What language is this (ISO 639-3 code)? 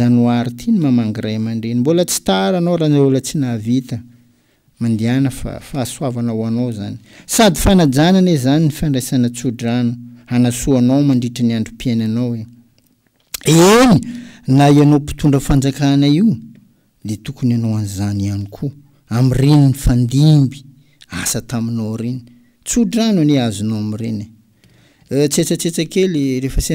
mlg